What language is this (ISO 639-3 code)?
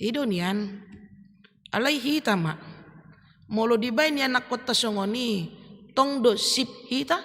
bbc